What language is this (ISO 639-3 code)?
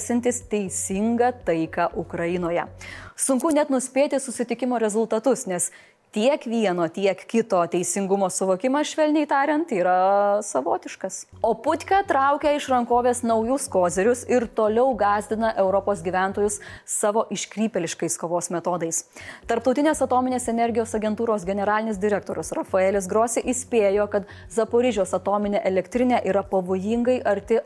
lit